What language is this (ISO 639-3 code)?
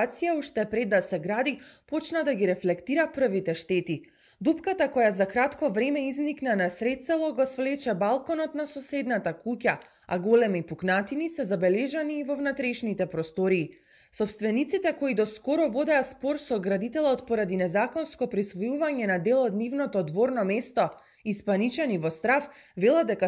mkd